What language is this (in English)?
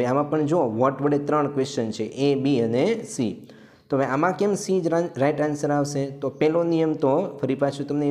Gujarati